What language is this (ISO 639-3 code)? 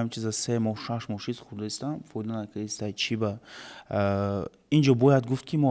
tgk